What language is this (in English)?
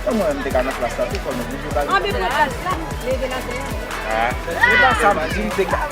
Haitian Creole